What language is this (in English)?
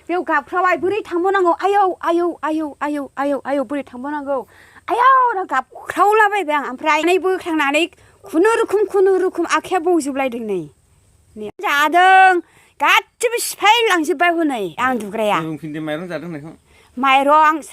Bodo